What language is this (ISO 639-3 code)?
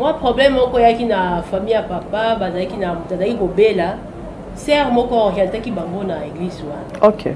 lin